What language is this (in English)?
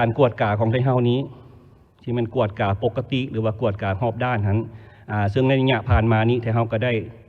Lao